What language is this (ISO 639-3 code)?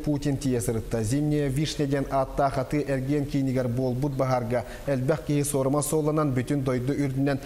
sah